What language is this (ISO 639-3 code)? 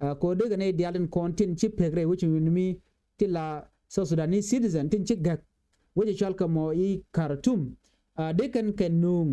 nus